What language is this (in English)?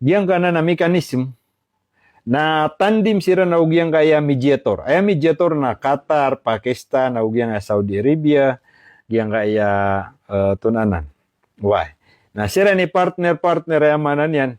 Maranao